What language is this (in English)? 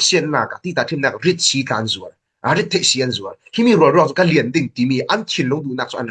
Falam Chin